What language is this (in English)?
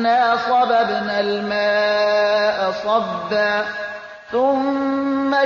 Persian